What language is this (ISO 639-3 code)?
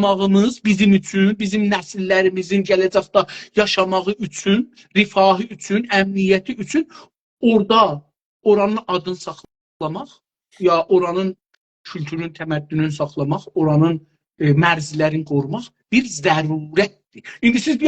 azb